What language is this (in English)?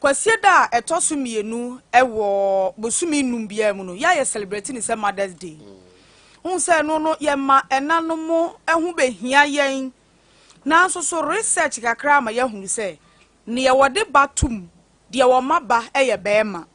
Akan